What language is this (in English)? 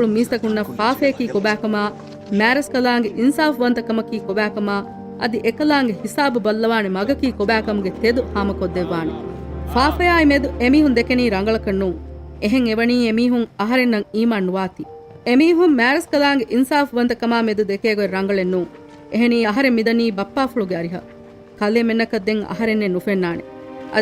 Divehi